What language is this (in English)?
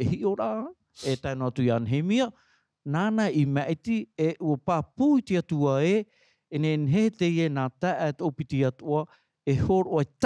Tahitian